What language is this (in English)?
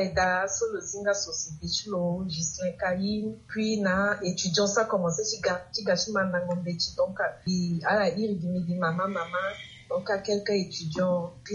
Sango